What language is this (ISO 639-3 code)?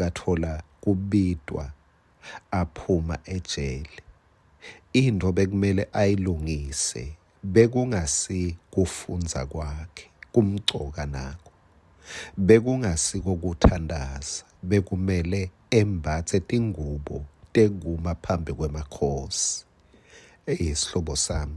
ssw